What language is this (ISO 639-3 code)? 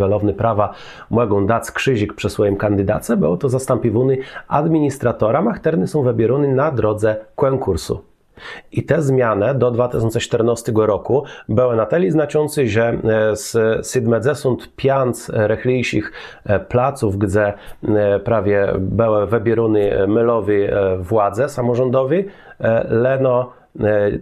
csb